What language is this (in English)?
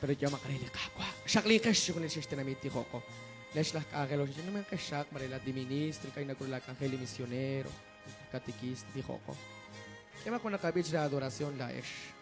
Kekchí